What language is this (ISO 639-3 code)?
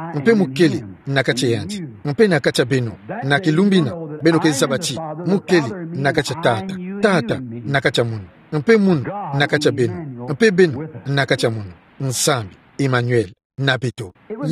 ktu